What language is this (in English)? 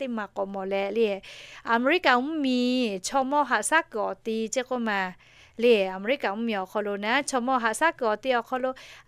Lahu